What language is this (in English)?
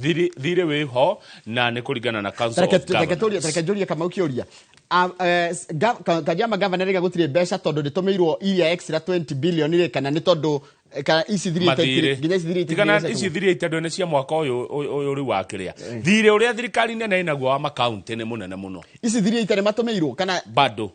Kikuyu